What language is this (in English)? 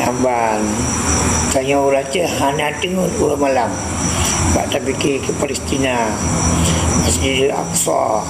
Achinese